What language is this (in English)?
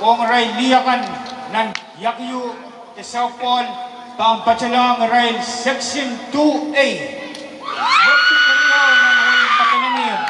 Pohnpeian